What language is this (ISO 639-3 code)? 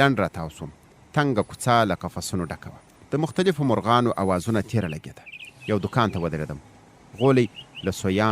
pus